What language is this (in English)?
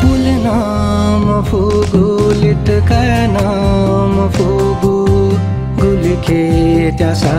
Newari